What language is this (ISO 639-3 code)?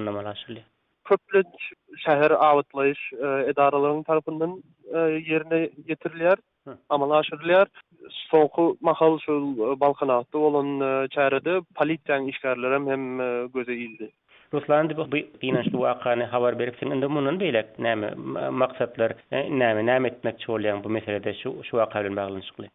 tuk